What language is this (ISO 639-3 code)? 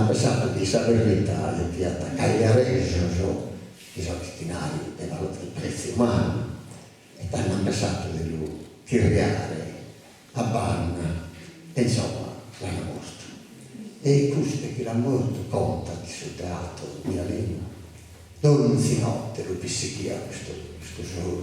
srd